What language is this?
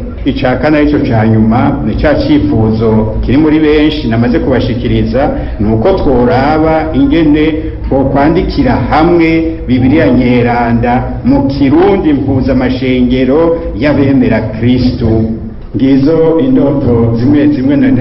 Rundi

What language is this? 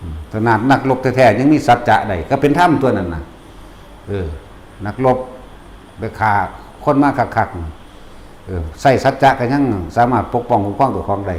Northeastern Thai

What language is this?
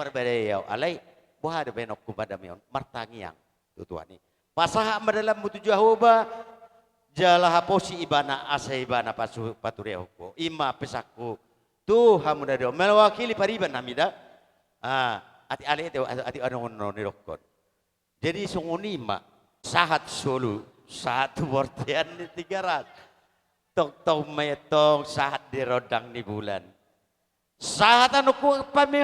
Batak Toba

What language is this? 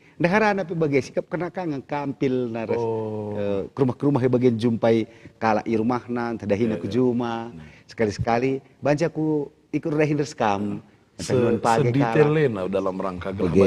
Batak Karo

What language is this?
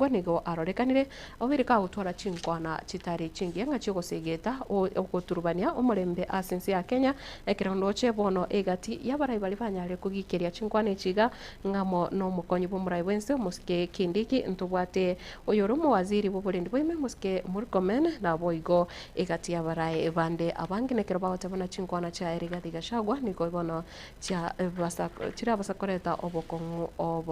Gusii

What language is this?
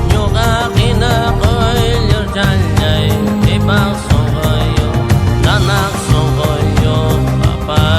Xavánte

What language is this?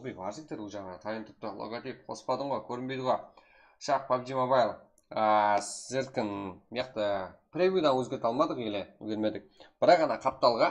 Kara-Kalpak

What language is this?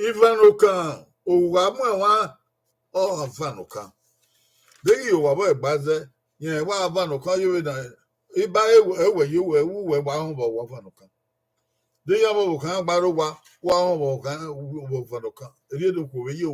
Bini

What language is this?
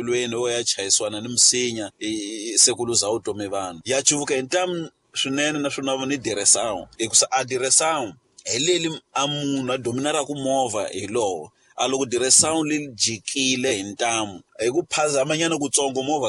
Tsonga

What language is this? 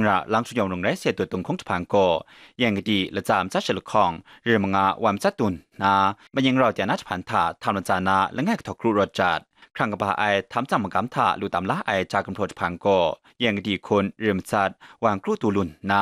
Kachin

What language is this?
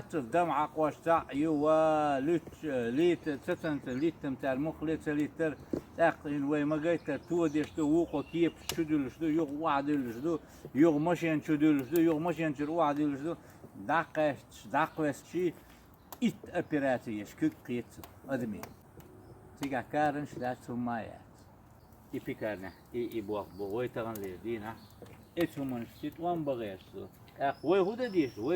Chechen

